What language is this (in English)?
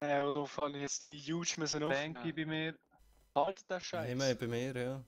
Swiss German